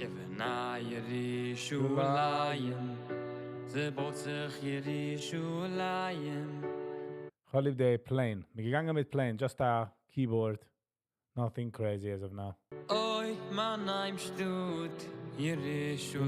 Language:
Yiddish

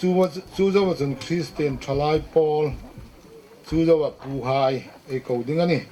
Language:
Hmar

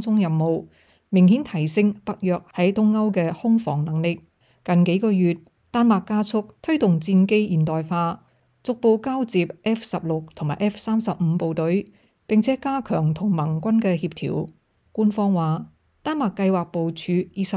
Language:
Cantonese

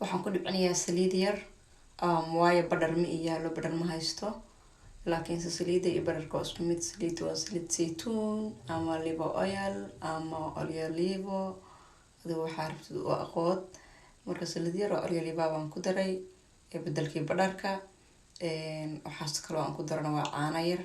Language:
Somali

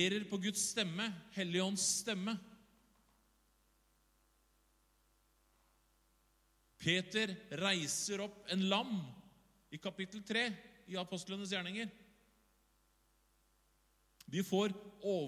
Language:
Norwegian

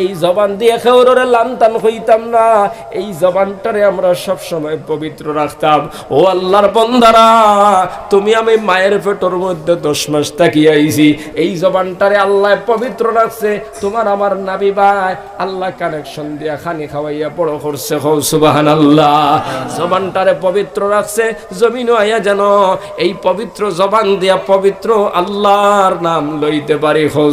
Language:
Sylheti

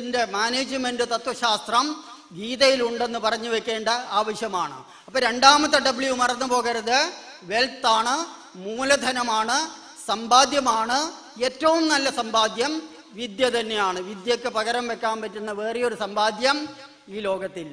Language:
Malayalam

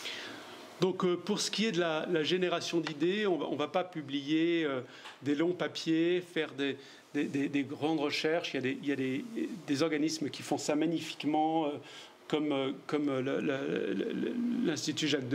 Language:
French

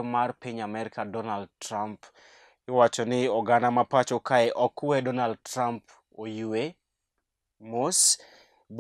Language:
Luo (Kenya and Tanzania)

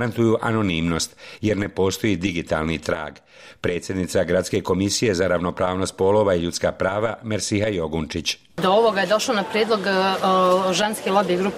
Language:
Bosnian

